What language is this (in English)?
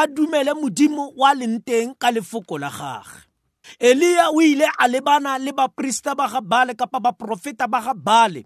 Tswana